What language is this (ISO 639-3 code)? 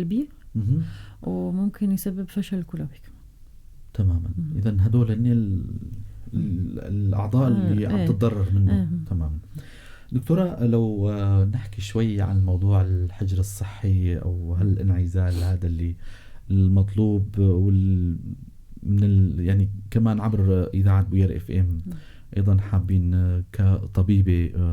apc